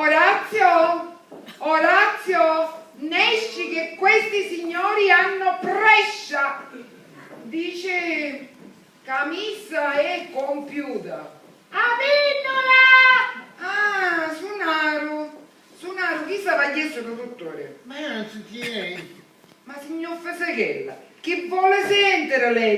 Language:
Sicilian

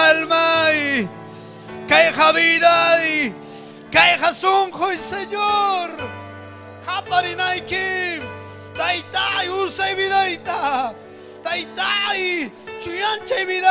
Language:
Ayacucho Quechua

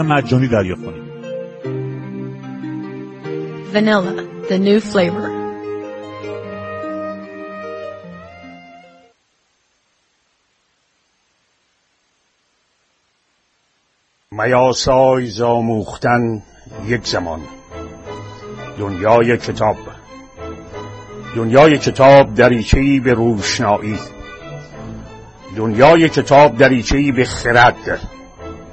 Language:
Persian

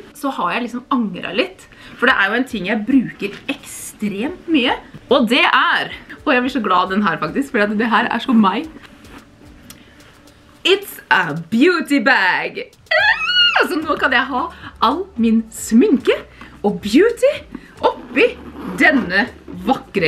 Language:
Norwegian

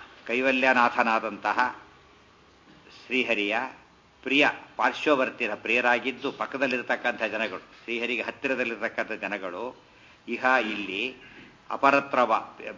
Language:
Kannada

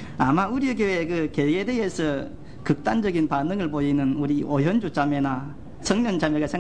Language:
Korean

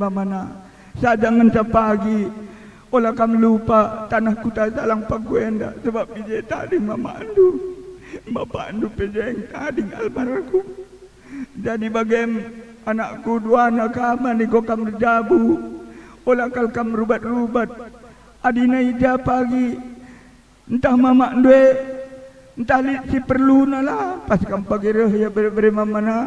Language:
Batak Karo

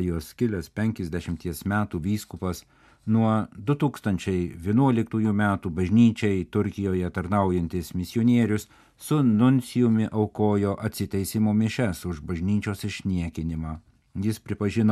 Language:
Lithuanian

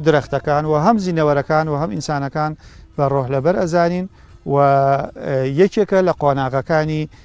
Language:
Central Kurdish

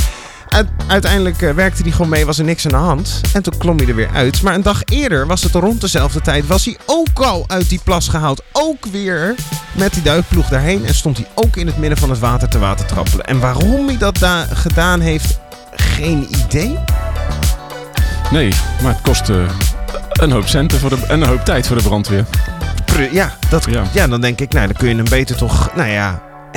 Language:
Dutch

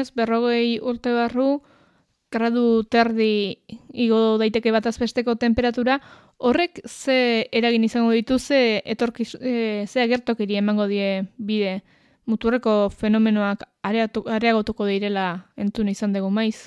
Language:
Basque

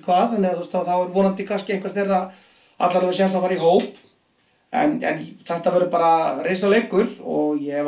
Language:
Icelandic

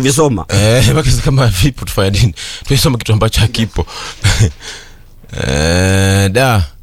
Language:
Swahili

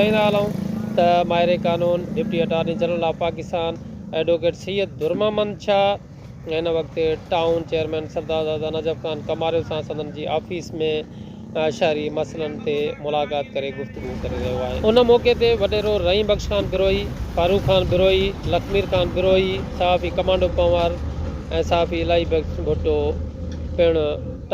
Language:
Sindhi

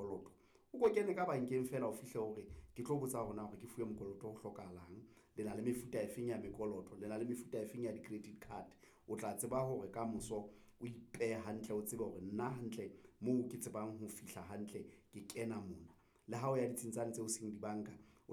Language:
Southern Sotho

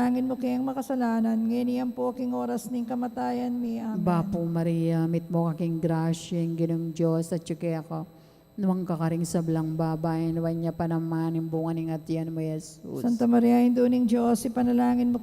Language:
Pampanga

